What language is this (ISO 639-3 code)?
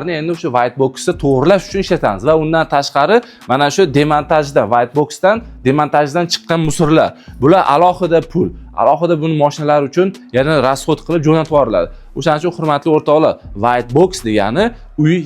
uzb